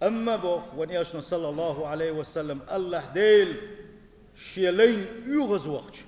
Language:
Chechen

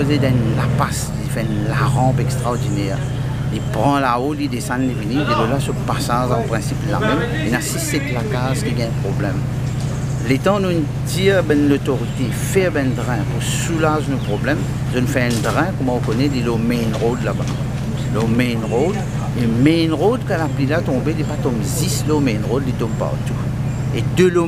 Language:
Morisyen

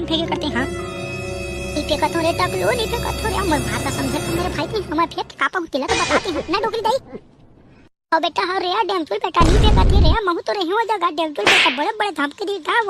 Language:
Chhattisgarhi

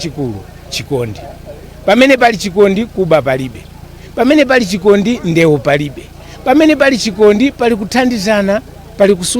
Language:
Nyanja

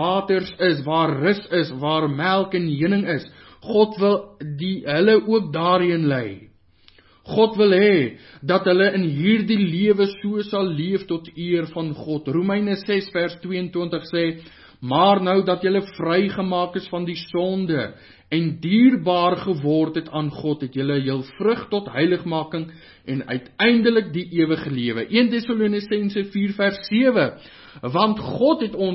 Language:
Afrikaans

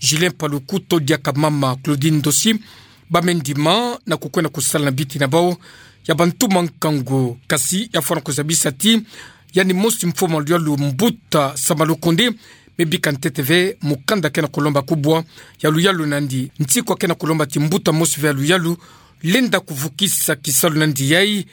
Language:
Kituba (Democratic Republic of Congo)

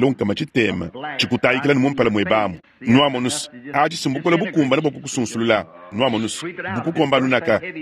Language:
Luba-Lulua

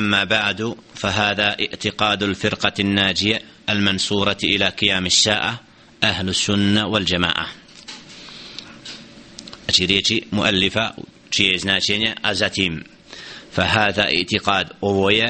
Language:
Bosnian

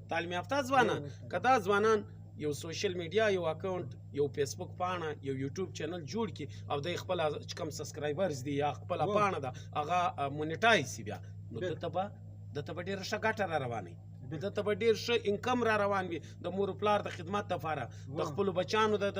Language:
Pashto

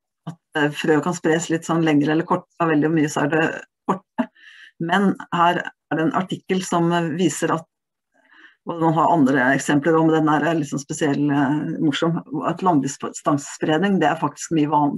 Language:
Norwegian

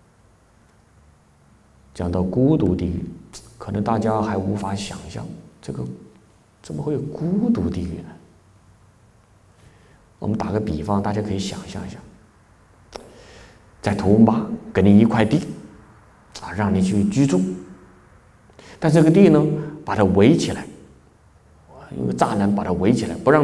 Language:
Chinese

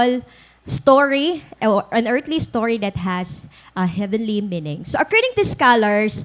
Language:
Waray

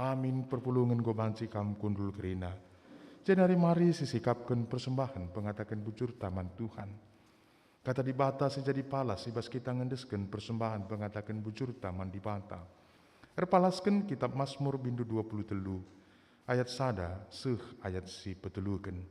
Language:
Batak Karo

